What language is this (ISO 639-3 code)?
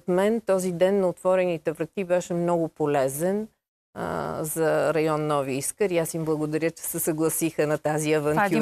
bul